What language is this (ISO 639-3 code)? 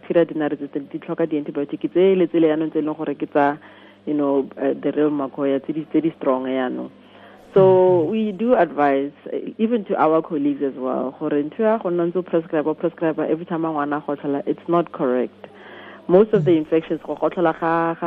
tsn